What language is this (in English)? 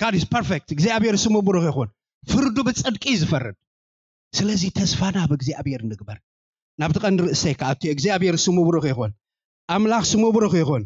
Tigrinya